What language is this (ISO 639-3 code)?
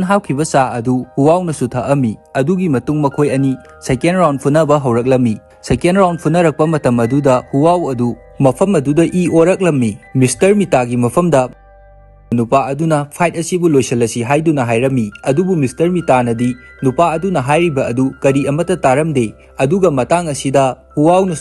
mni